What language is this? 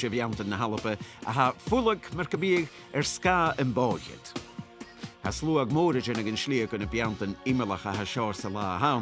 Scottish Gaelic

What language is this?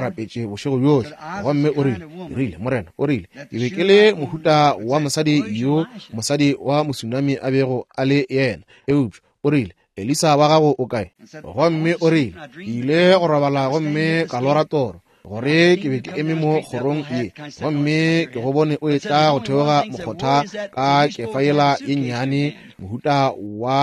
Northern Sotho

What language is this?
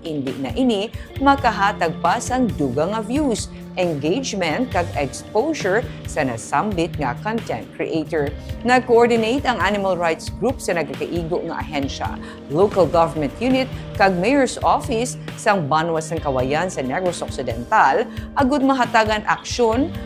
Hiligaynon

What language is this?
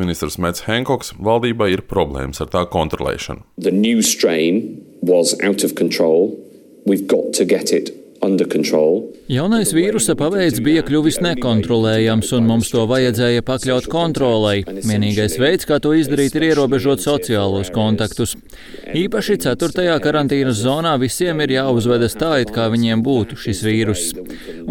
Latvian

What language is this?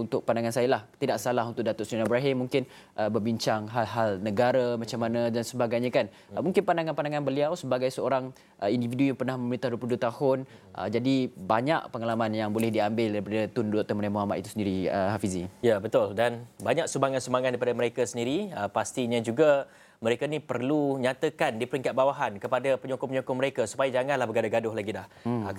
Malay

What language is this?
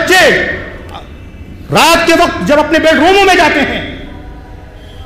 Urdu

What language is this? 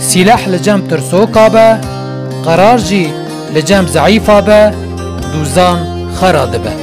Kurdish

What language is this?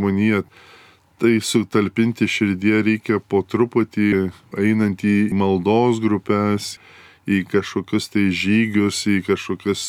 Lithuanian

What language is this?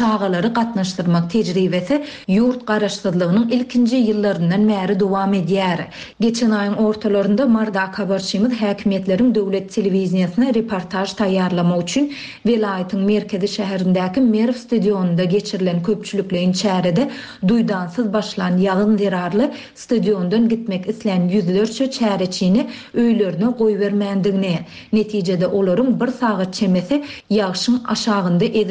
Turkmen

